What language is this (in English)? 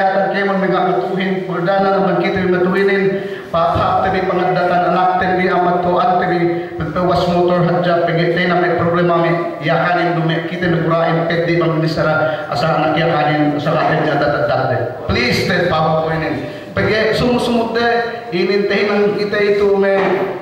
Yakan